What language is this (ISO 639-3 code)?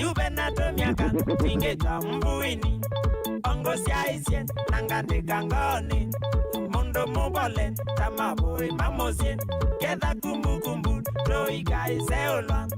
kam